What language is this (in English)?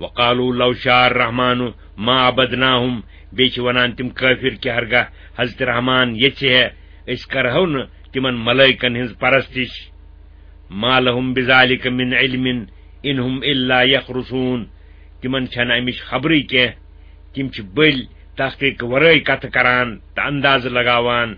Kashmiri